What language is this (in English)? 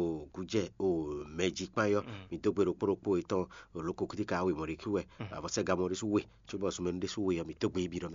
Fon